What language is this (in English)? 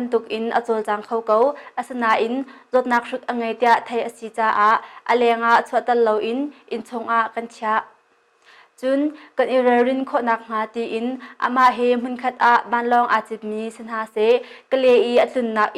Hakha Chin